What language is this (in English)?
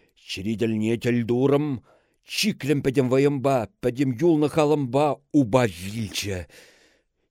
Chuvash